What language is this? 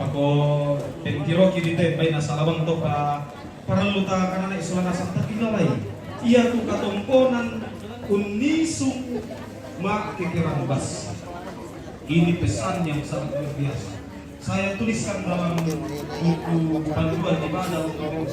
Toraja-Sa'dan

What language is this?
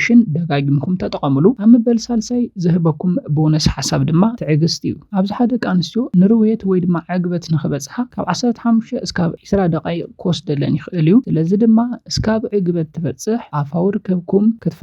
Tigrinya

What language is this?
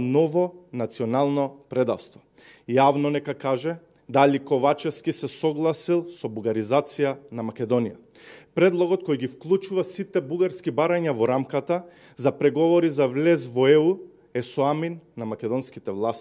Macedonian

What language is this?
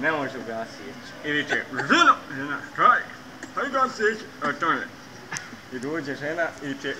Bosnian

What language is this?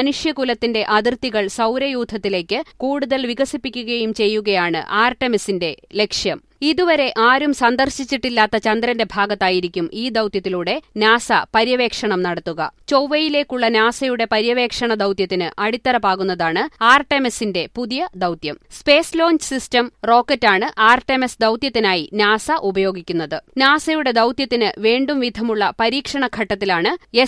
Malayalam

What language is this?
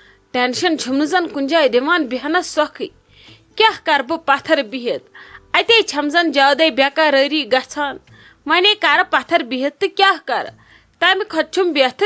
Kashmiri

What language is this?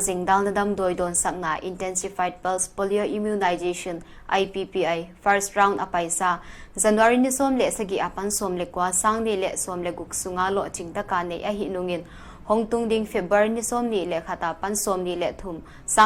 Paite Chin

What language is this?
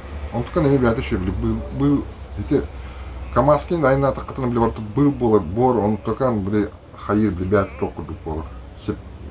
Yakut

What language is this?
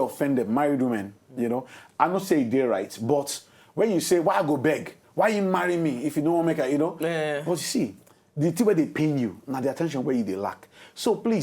Nigerian Pidgin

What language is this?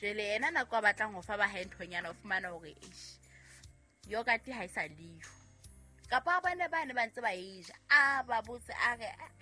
Southern Sotho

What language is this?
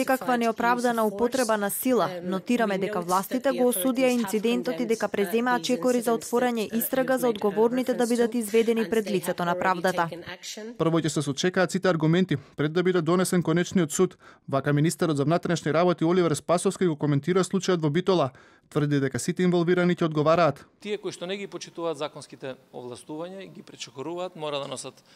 Macedonian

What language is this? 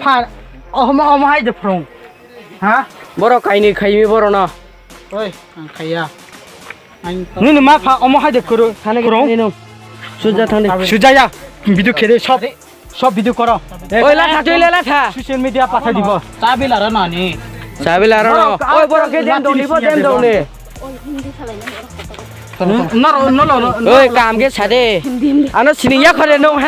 Riang (India)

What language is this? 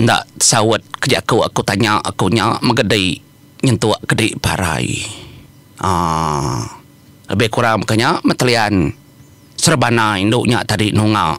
Iban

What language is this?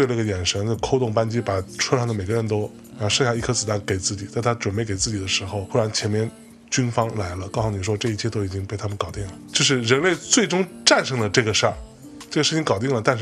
Chinese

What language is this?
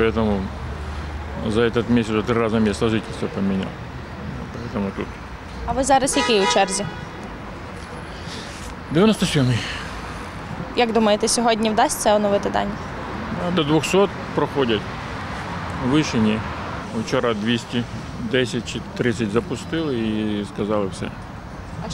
Ukrainian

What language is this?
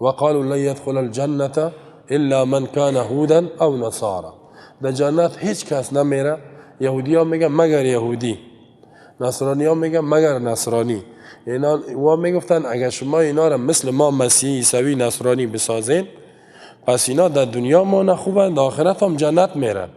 Persian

